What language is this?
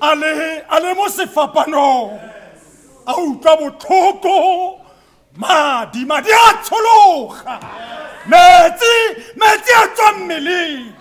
Tswana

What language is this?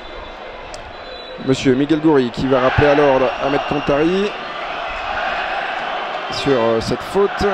French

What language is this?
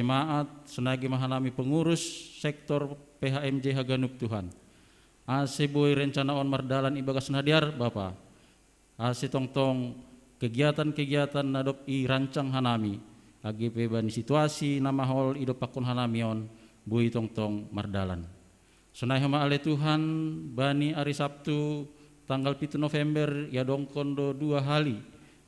Batak Simalungun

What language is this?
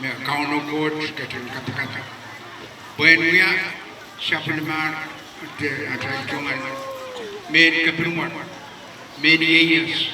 Pohnpeian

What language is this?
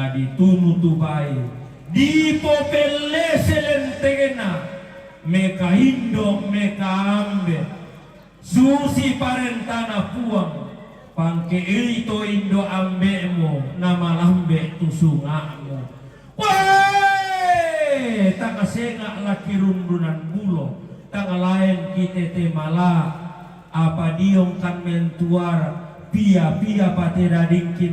Toraja-Sa'dan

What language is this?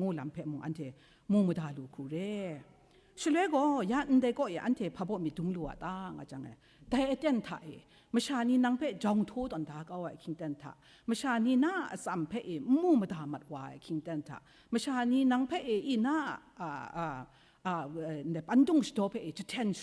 Kachin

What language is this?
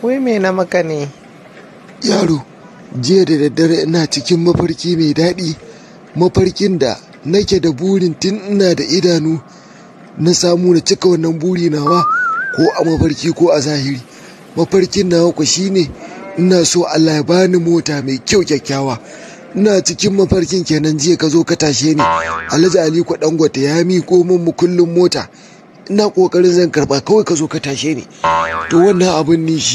Hausa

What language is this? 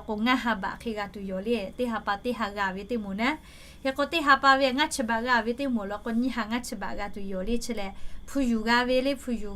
Lahu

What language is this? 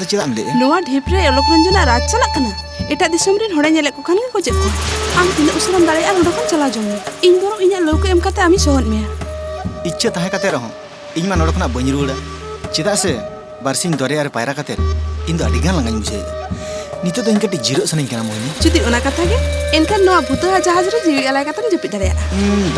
Santali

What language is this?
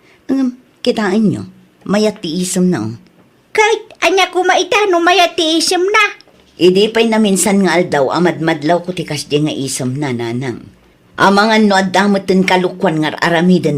Iloko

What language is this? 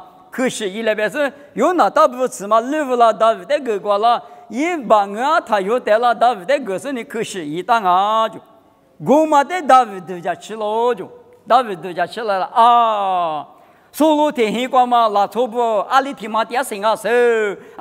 Lisu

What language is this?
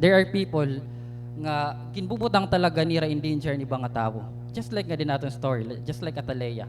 Waray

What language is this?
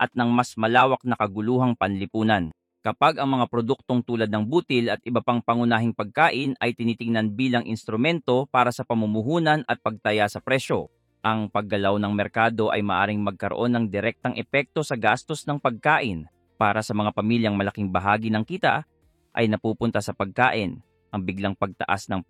Filipino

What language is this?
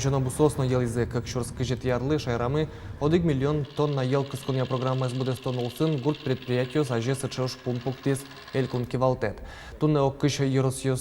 Udmurt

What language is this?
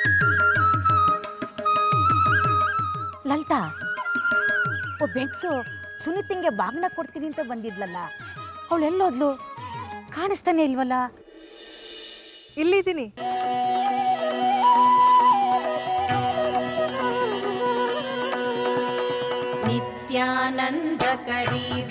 Kannada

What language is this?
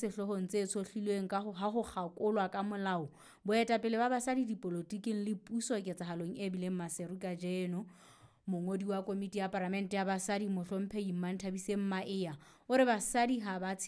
Southern Sotho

